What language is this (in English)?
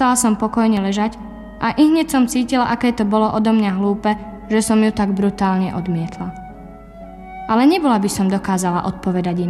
Slovak